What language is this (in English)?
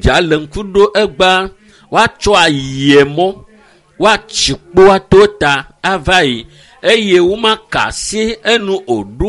Ewe